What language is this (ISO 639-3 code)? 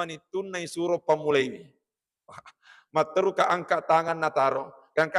bug